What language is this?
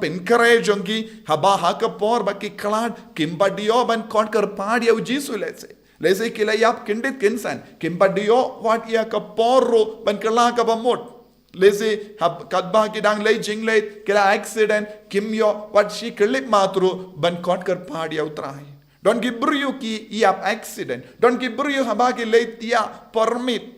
Khasi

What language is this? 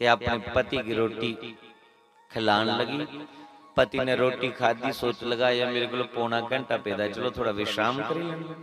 Dogri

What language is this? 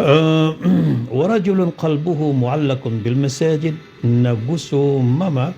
Maranao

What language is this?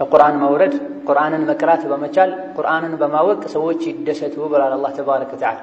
Amharic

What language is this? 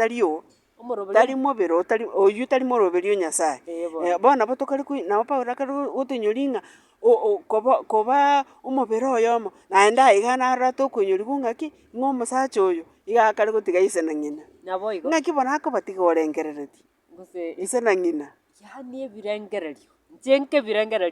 Gusii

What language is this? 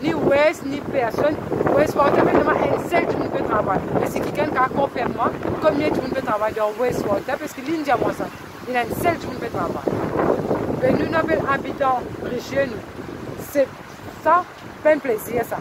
Morisyen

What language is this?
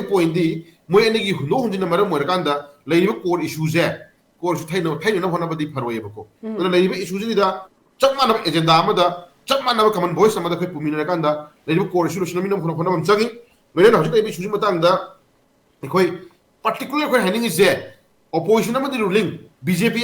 Manipuri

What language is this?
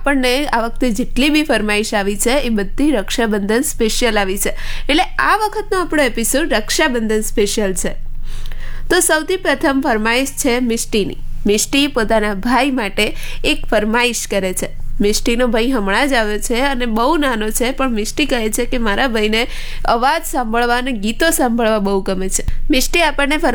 Gujarati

